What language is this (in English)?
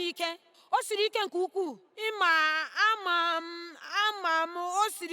Igbo